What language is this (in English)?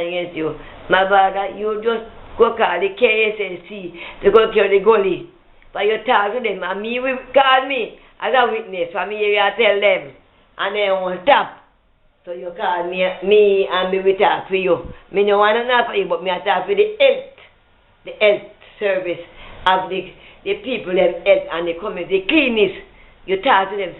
Jamaican Creole English